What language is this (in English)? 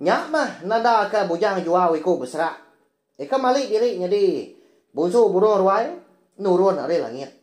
Iban